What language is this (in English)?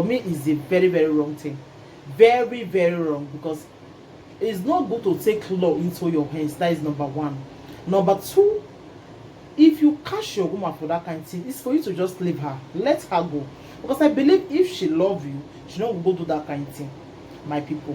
Nigerian Pidgin